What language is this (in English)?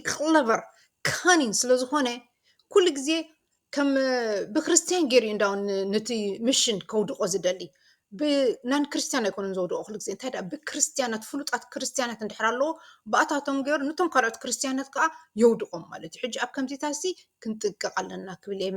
Tigrinya